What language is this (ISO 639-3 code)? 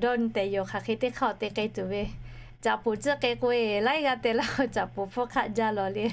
lhu